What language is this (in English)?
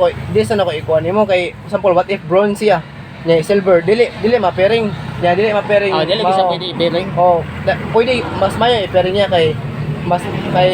Cebuano